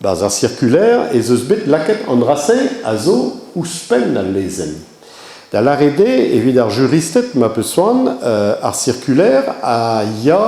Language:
Breton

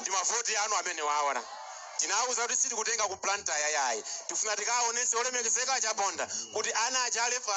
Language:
Nyanja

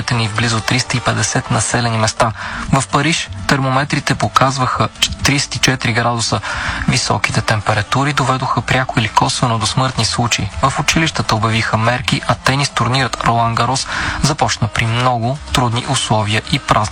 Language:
Bulgarian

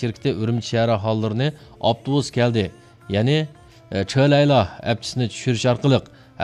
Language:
Uyghur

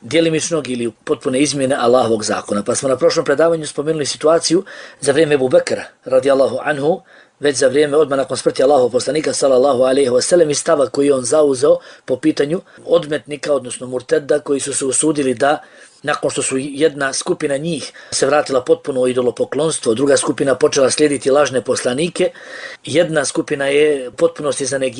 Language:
Bosnian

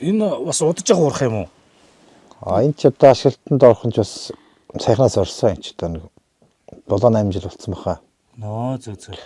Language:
Mongolian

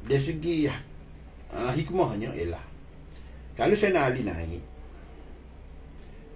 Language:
Malay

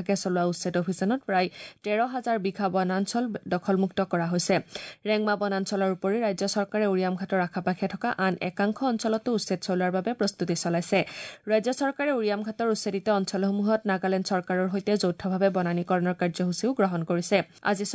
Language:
Assamese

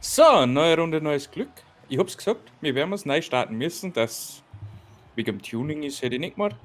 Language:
Bavarian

